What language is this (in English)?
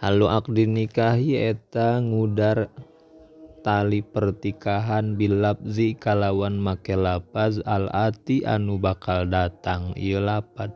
Sundanese